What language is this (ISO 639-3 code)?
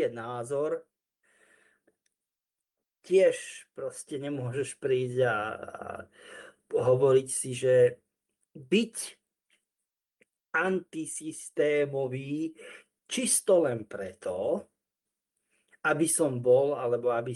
slk